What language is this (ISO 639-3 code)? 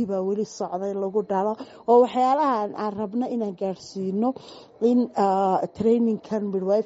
som